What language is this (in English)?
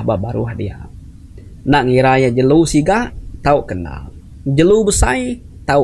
Iban